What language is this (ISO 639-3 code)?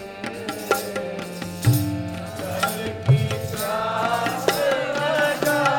hin